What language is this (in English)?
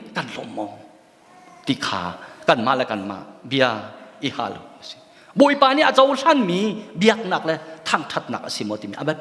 Hakha Chin